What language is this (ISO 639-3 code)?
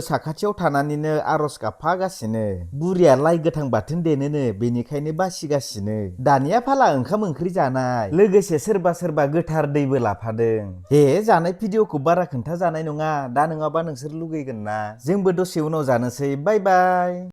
brx